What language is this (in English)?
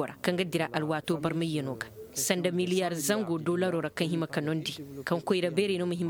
Koyraboro Senni